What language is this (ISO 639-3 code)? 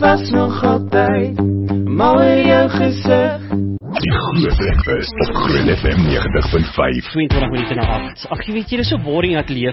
afr